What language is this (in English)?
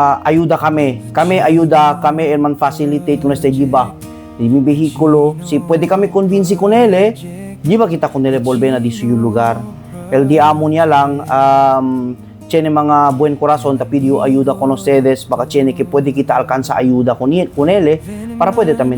Chavacano